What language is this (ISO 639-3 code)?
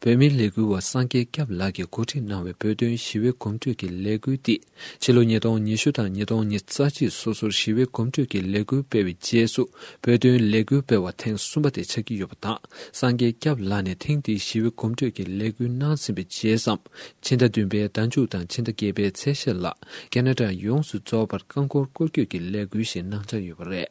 bod